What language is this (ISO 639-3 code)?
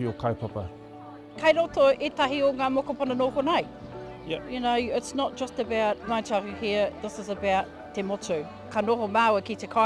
mri